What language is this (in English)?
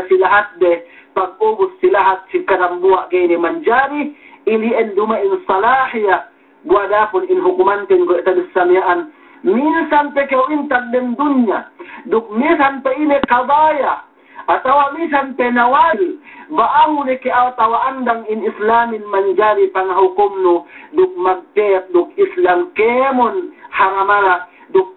Yakan